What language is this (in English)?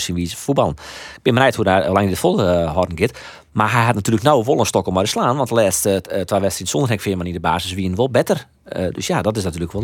Western Frisian